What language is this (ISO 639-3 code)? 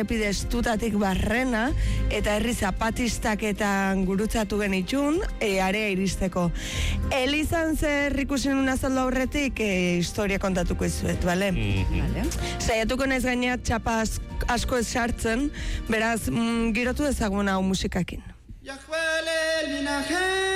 eus